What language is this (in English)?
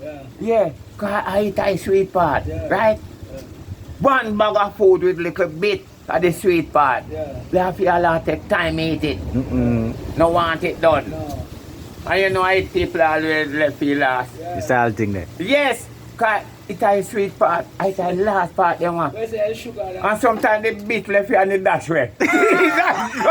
Jamaican Creole English